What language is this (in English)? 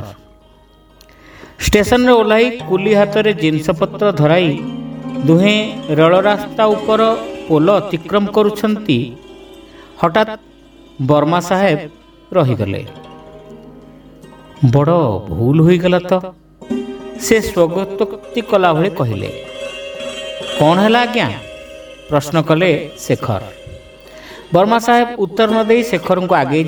Odia